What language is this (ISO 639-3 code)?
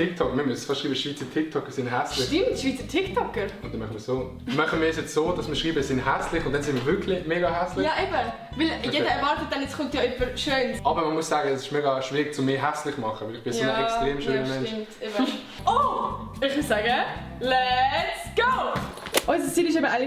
gsw